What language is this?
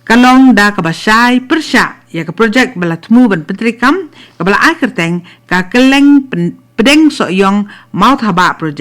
Khasi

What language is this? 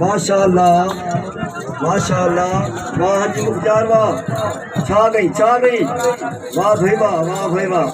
Saraiki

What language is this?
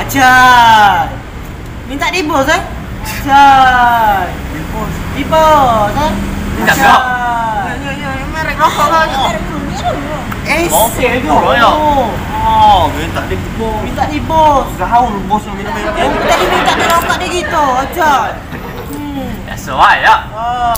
Musi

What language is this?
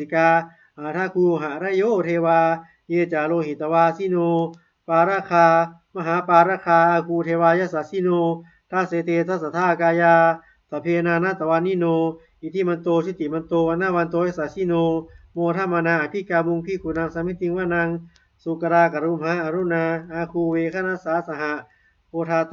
Pali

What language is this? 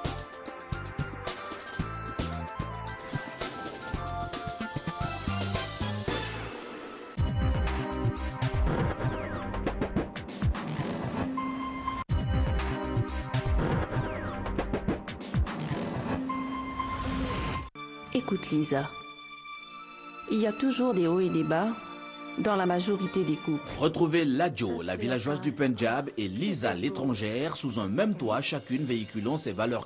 French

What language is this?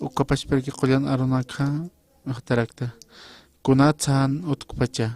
Aymara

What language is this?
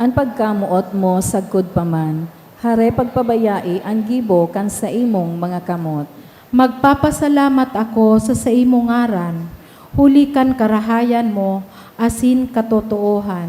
Bikol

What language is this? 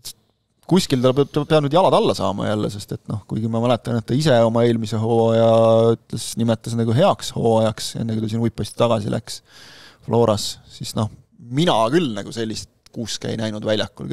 Estonian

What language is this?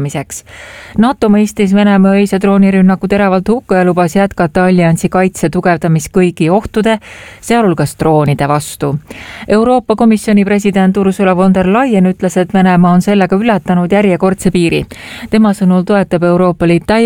Estonian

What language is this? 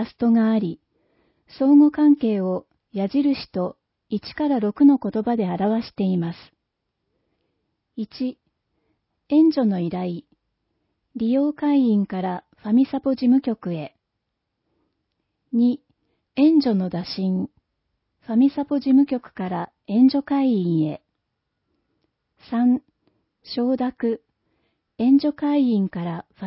Japanese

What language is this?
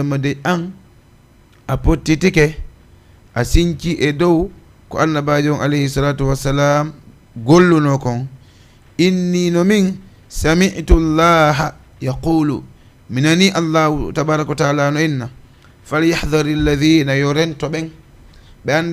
Fula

